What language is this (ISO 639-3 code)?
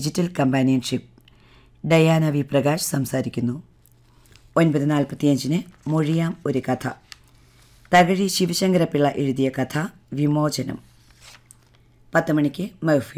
mal